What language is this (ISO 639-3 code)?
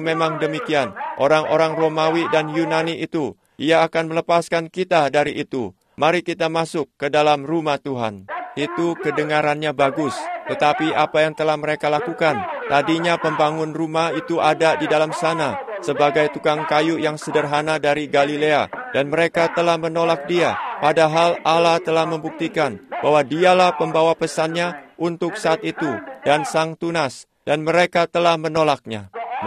ind